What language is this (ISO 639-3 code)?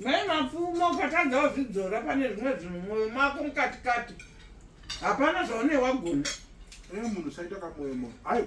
sna